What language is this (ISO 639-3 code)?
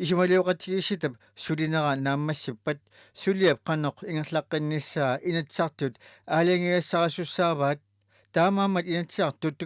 kal